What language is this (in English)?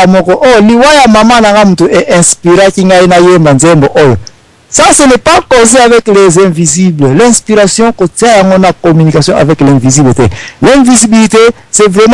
Lingala